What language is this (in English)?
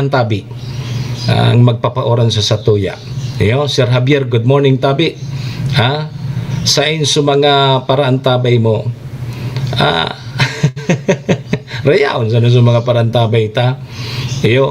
Bikol